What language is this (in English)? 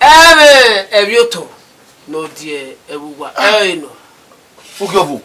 Bini